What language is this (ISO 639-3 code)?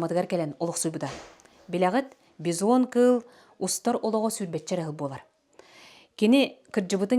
sah